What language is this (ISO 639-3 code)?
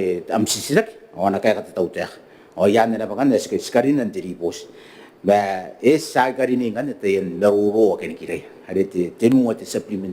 gil